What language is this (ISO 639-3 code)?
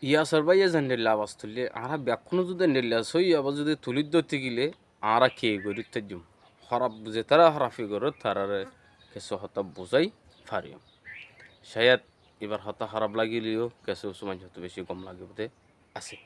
rhg